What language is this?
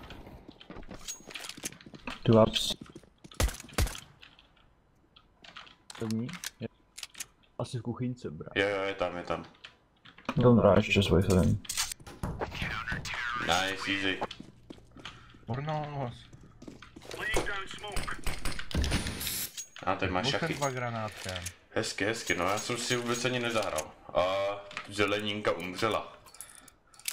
Czech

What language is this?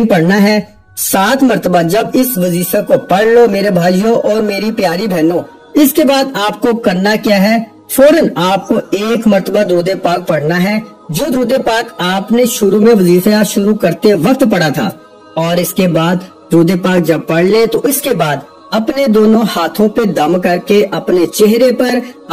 Urdu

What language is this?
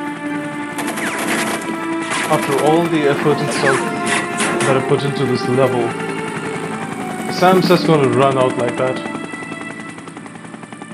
English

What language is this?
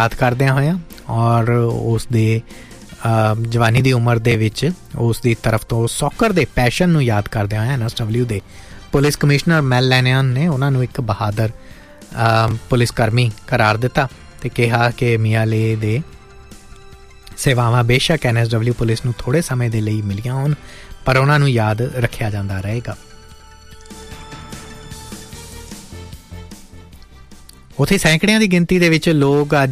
Punjabi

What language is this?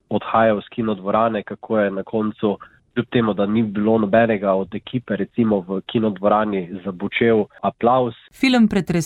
Slovenian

